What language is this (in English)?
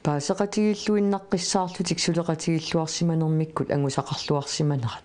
Kalaallisut